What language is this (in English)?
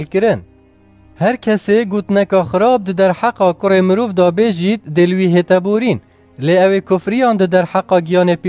Kurdish